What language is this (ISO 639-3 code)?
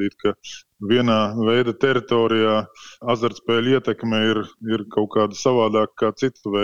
lav